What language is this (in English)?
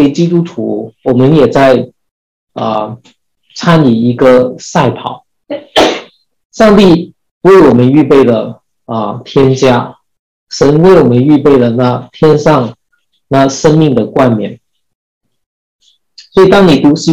Chinese